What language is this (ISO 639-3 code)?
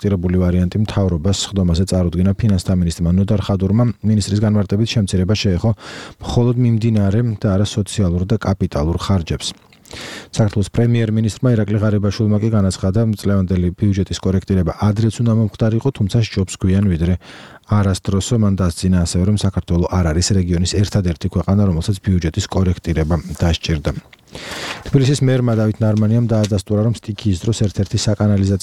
kat